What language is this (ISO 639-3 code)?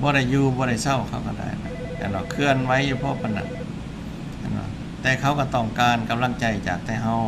lao